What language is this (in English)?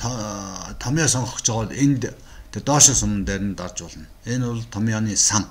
Mongolian